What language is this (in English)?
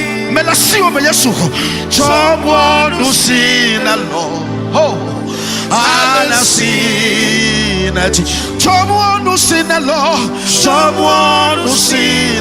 Ewe